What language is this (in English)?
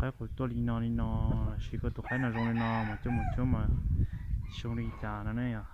Hmong